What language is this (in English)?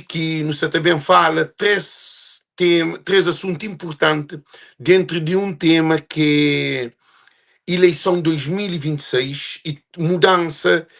Kabuverdianu